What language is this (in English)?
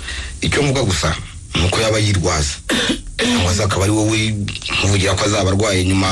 Kinyarwanda